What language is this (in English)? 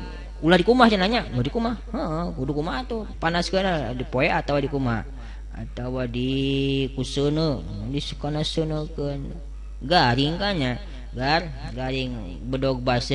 Sundanese